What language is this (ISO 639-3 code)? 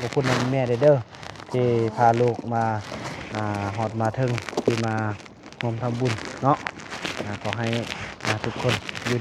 lao